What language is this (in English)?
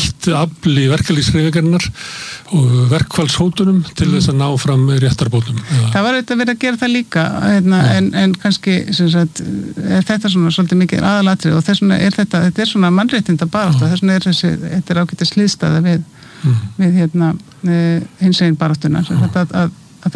Icelandic